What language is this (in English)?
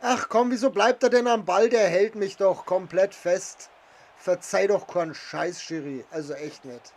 Bavarian